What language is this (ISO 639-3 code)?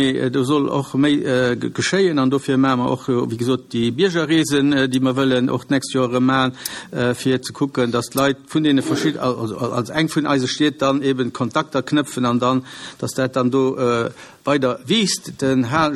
ltz